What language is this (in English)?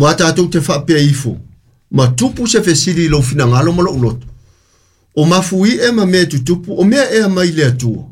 Samoan